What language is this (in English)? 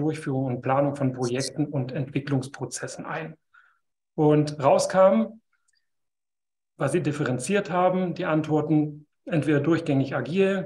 German